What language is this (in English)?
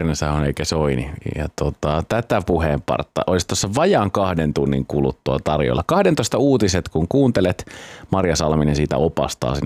Finnish